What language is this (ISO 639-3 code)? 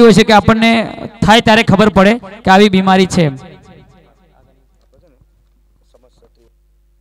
guj